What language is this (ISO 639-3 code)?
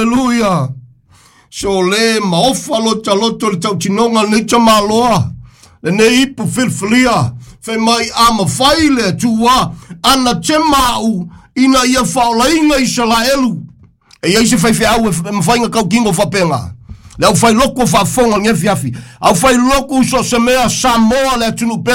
smo